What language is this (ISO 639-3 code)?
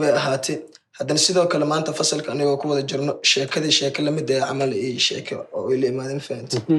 som